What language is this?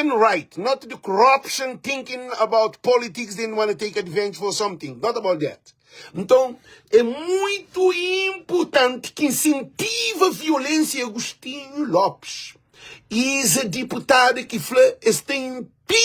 Kabuverdianu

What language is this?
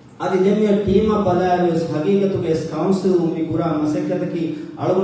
Divehi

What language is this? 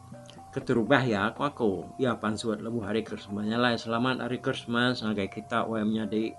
Iban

